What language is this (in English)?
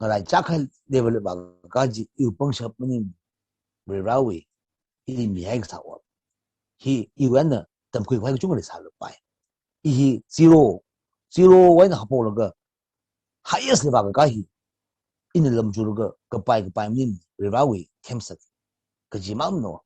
Tangkhul Naga (India)